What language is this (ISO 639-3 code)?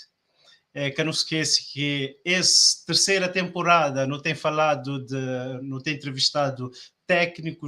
kea